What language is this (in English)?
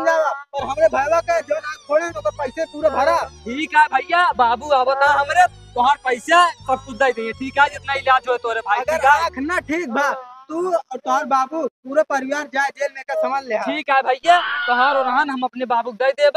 Awadhi